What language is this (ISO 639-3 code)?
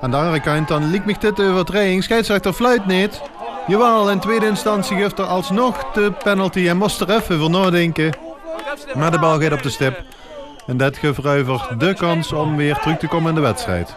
lim